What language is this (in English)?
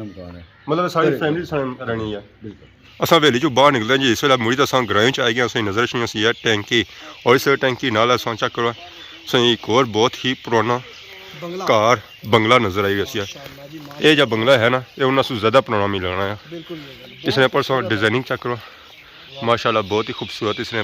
Pahari-Potwari